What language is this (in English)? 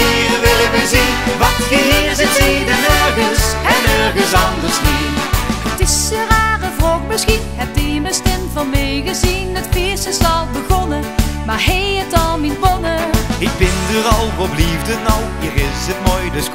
Limburgish